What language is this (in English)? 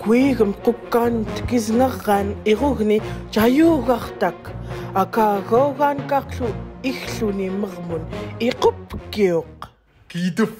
Central Yupik